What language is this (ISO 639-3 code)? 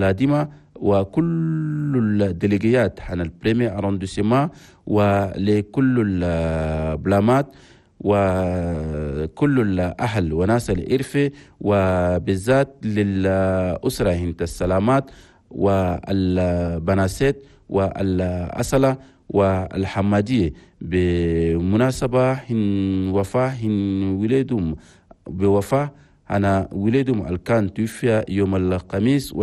shu